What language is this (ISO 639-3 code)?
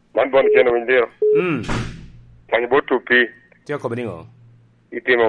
laj